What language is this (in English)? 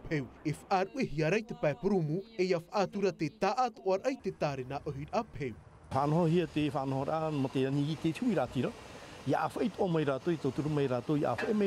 Tahitian